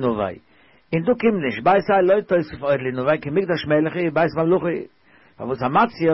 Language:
Yiddish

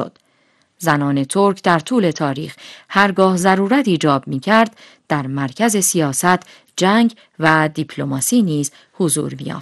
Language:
Persian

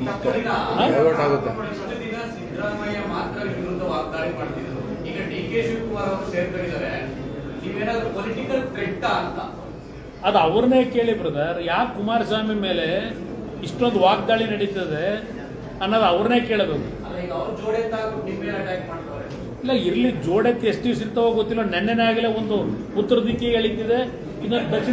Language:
Kannada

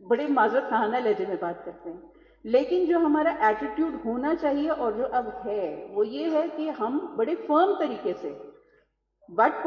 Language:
Urdu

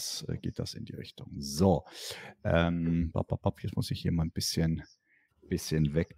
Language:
German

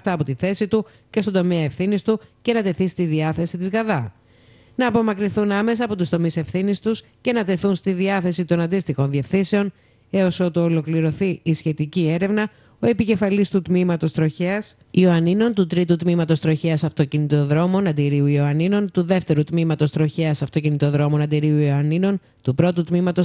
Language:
Greek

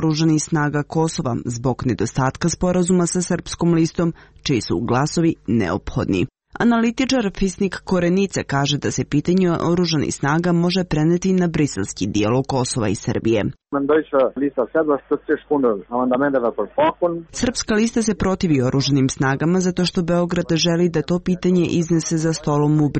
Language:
Serbian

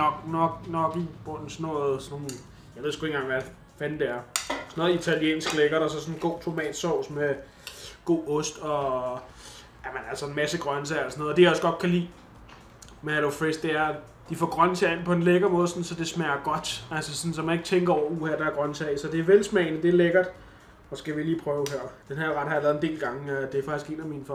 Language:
Danish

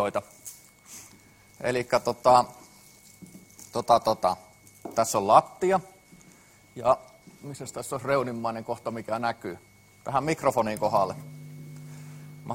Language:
Finnish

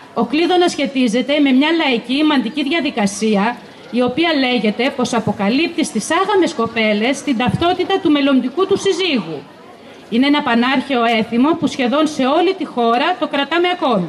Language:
Greek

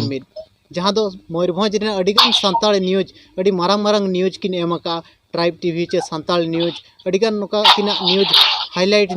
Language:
Santali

